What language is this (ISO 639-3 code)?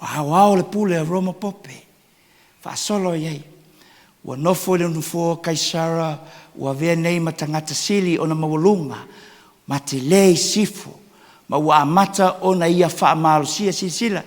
smo